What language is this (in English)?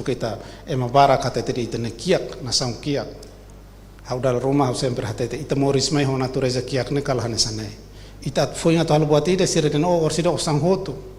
Tetum